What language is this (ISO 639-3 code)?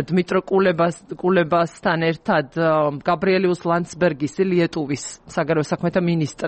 kat